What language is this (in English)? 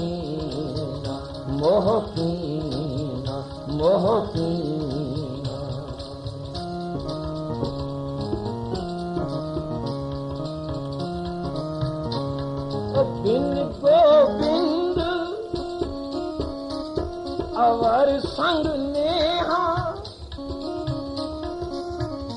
Punjabi